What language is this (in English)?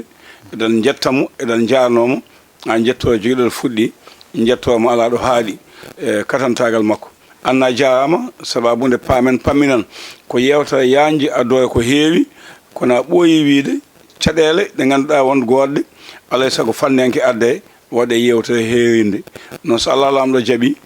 Fula